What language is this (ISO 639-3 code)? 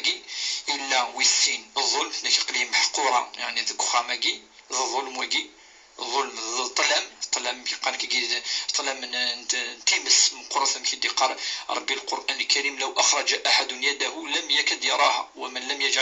kab